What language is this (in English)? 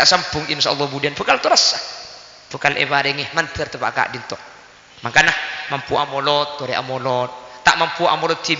Madurese